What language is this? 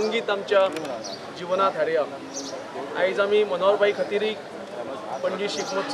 Konkani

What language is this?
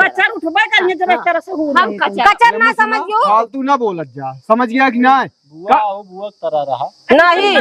Awadhi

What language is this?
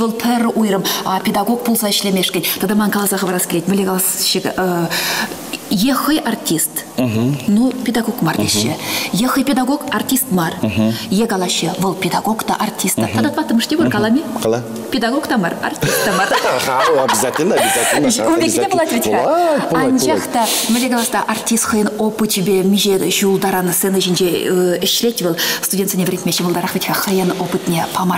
Chuvash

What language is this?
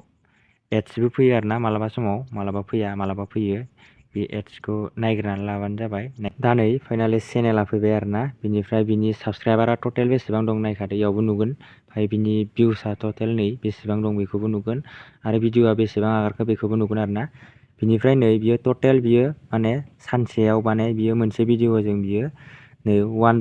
Bodo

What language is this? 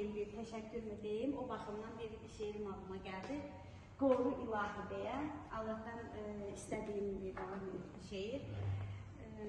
Azerbaijani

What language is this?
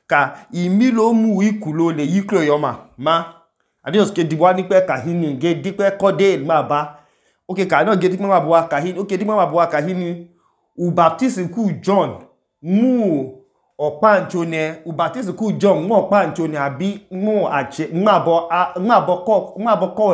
Idoma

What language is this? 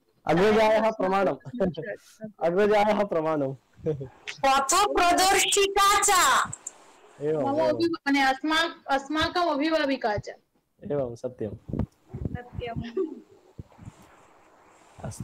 Sanskrit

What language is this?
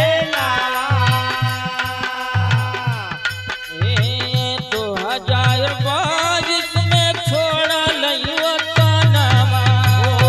Bhojpuri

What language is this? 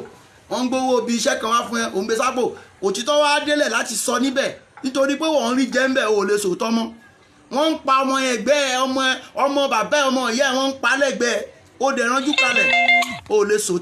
Yoruba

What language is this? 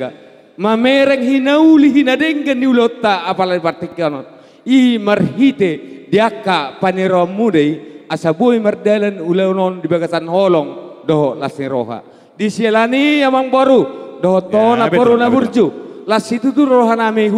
Batak Toba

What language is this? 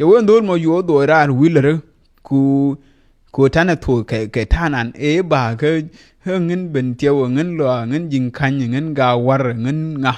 Nuer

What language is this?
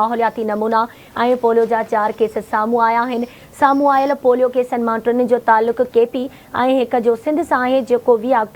Sindhi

